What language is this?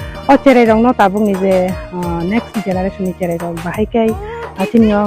Kok Borok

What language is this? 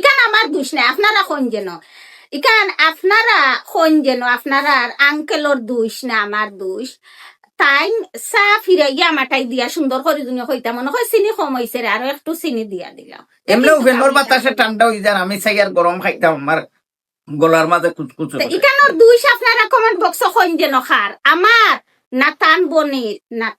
Sylheti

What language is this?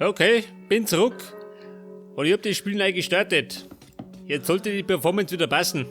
Bavarian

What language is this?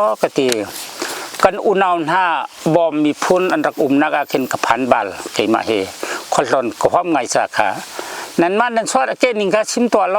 Hakha Chin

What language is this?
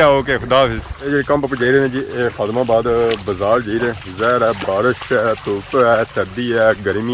Pahari-Potwari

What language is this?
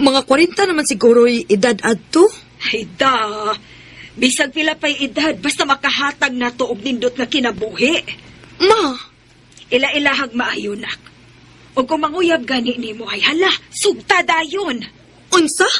Cebuano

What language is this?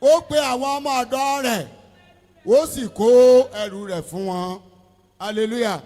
Yoruba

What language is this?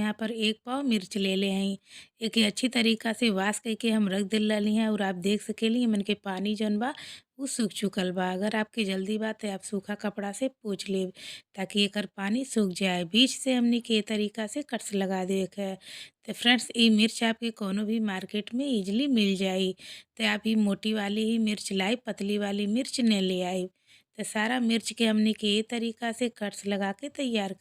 Bhojpuri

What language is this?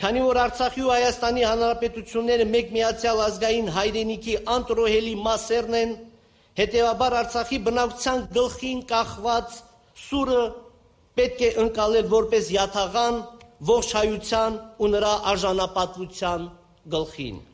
Armenian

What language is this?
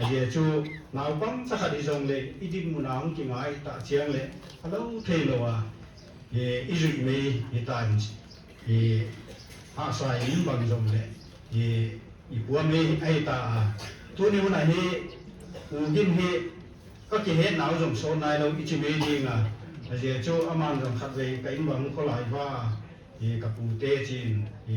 Paite Chin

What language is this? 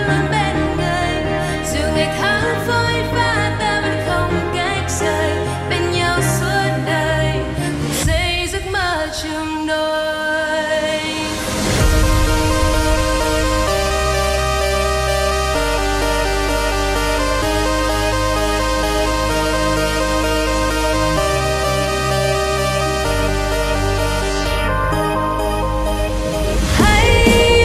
Vietnamese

